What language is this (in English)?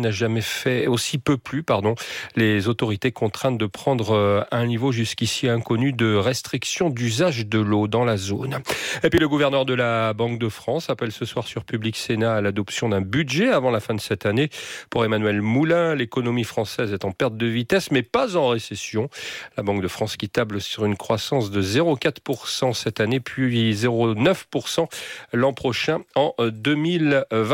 French